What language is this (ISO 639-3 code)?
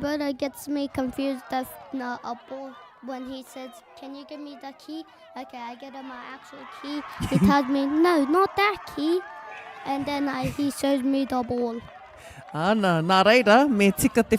mri